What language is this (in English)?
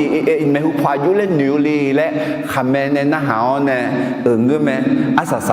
Akha